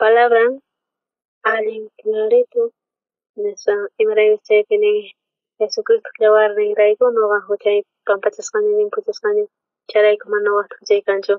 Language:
South Bolivian Quechua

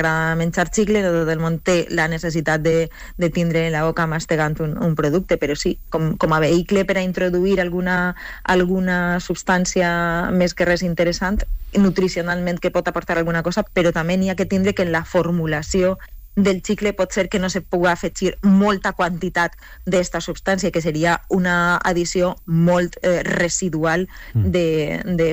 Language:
Catalan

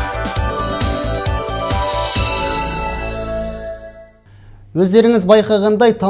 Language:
Kazakh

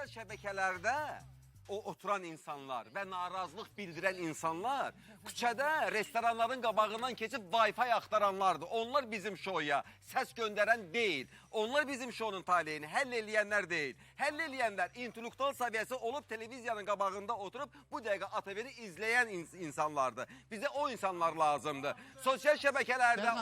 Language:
Azerbaijani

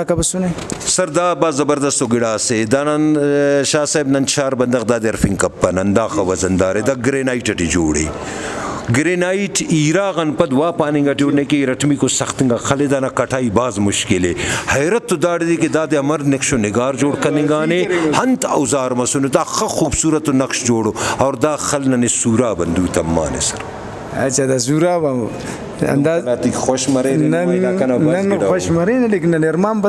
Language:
Brahui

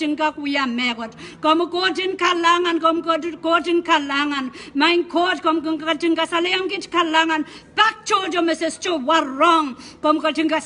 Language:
Pohnpeian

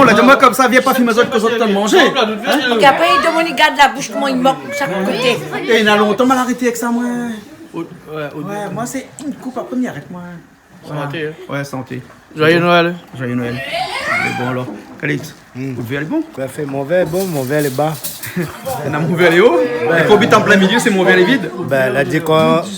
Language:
Réunion Creole French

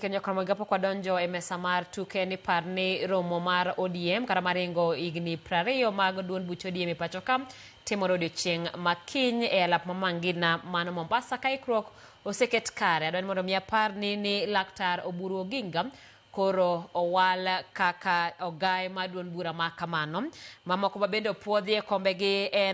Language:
Luo (Kenya and Tanzania)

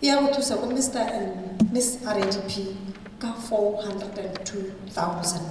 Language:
Tswana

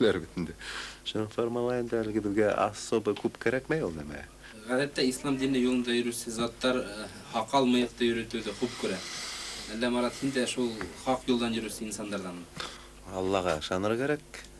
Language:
Bashkir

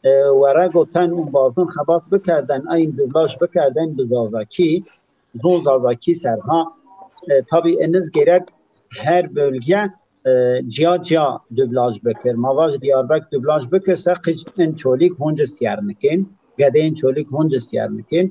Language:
Zaza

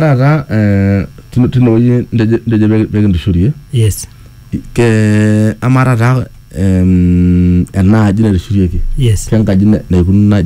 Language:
Masai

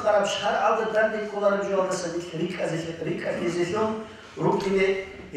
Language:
Avaric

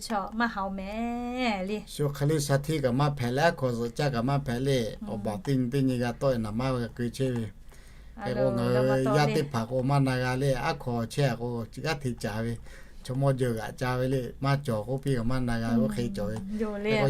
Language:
Lahu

